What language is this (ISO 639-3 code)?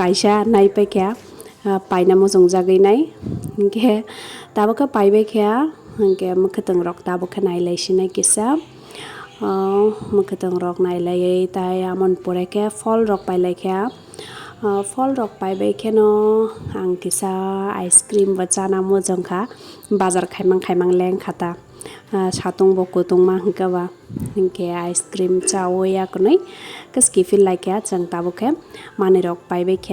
trp